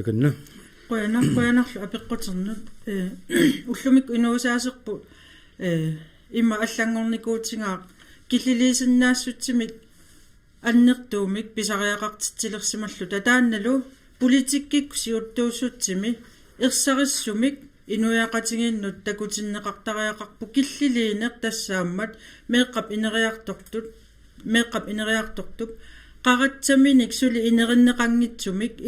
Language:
Kalaallisut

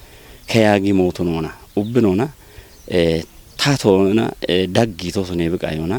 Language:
Kafa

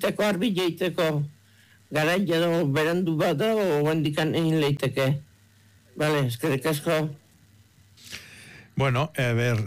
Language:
Basque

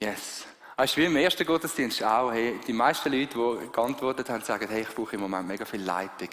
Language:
Swiss German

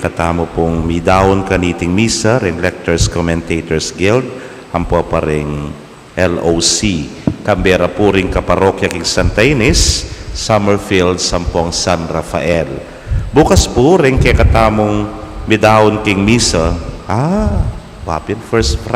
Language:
Pampanga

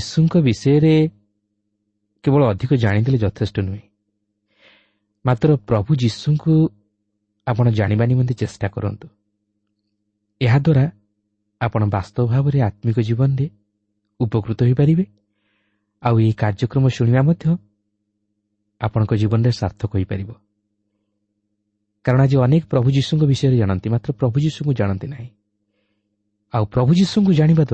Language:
Odia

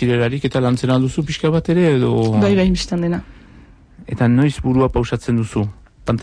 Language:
Basque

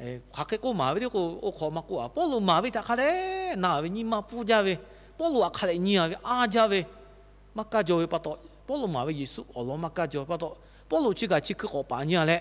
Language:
Lahu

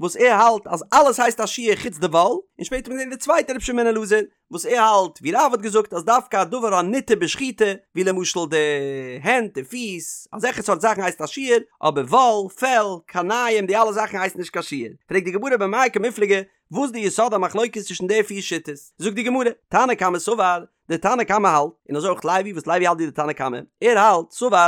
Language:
Yiddish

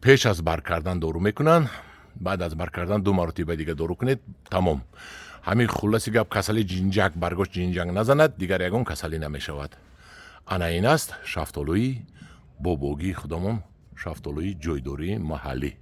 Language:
Tajik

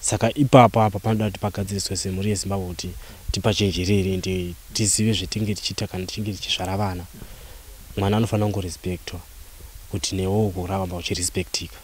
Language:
Shona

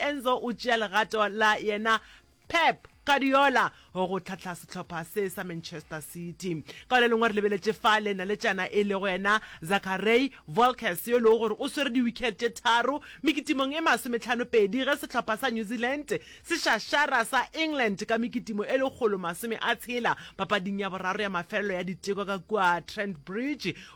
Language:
Northern Sotho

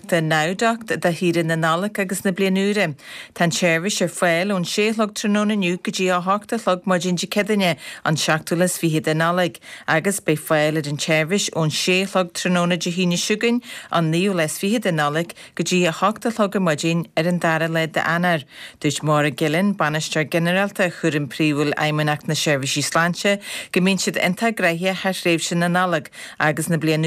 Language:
Irish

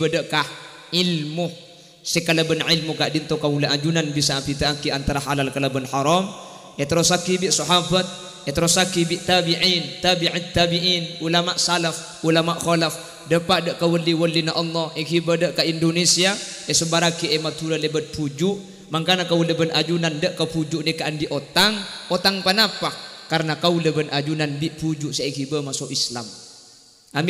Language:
Madurese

